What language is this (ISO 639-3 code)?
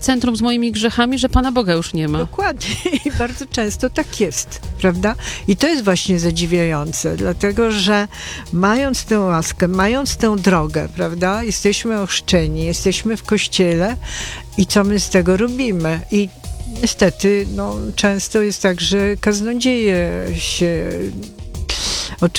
pol